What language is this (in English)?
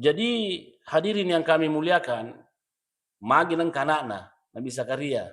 Buginese